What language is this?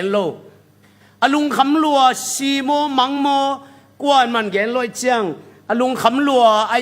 Tedim Chin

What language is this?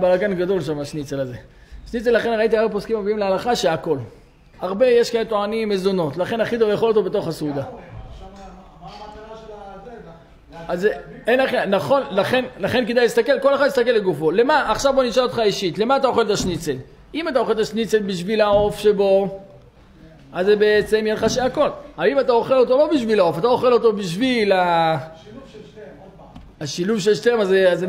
Hebrew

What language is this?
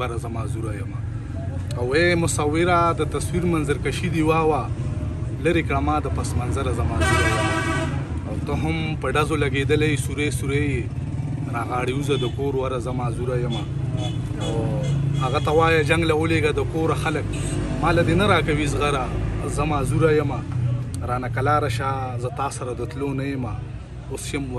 Pashto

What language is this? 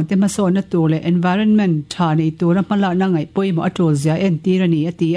Mizo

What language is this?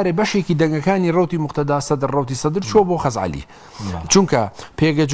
Central Kurdish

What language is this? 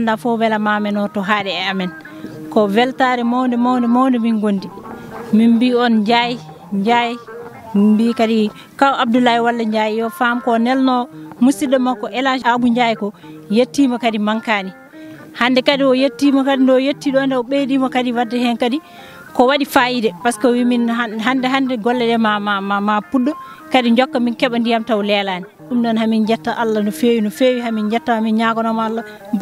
Fula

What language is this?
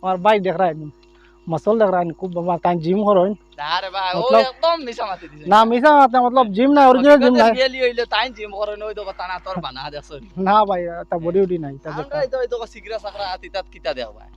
Sylheti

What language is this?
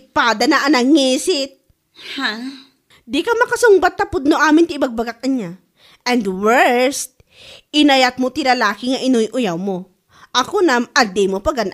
Iloko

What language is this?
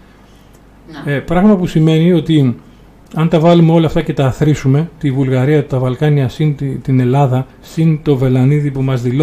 Greek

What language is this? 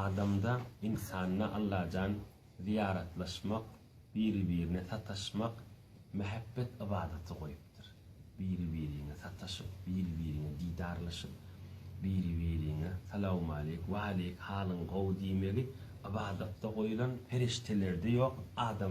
Turkmen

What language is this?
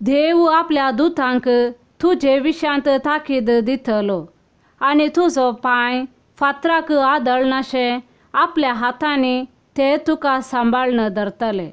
Konkani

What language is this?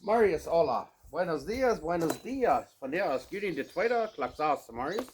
Plautdietsch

